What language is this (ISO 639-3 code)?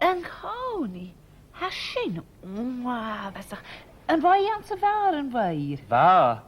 gla